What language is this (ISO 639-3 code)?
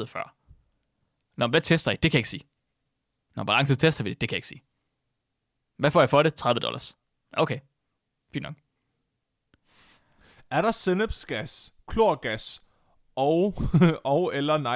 dan